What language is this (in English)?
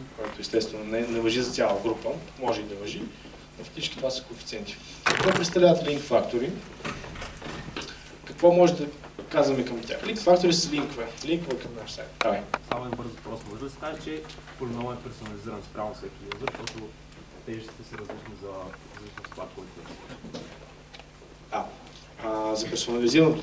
Bulgarian